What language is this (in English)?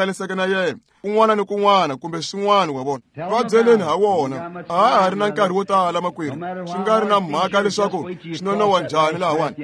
Tsonga